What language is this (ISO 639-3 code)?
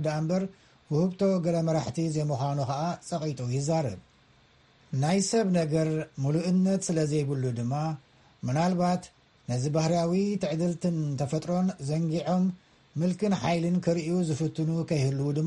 tir